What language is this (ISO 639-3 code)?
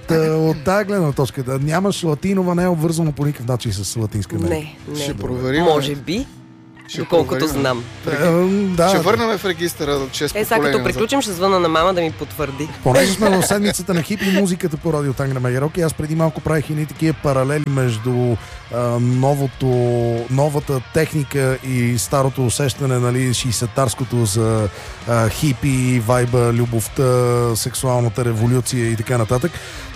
bul